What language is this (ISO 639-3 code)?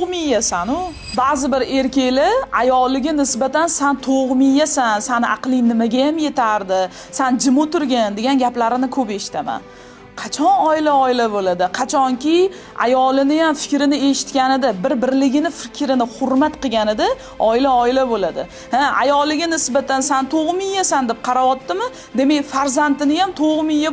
uzb